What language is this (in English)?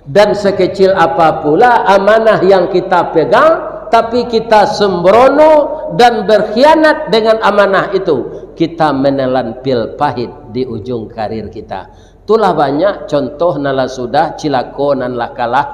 Minangkabau